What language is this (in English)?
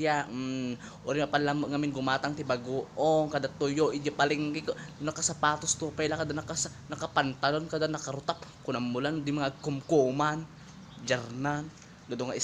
Iloko